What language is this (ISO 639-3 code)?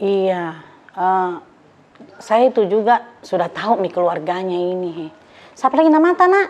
mfp